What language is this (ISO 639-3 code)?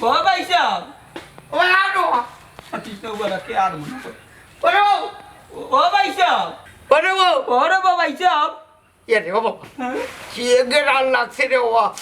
syl